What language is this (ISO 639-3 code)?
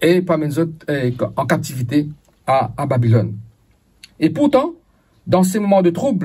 mfe